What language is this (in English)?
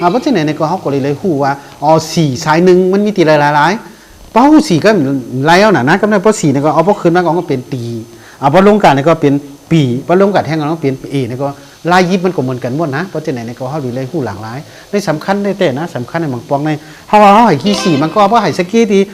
Shan